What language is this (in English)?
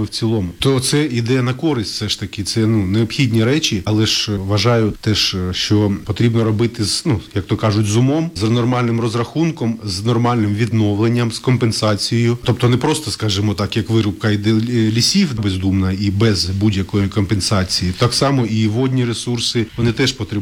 Ukrainian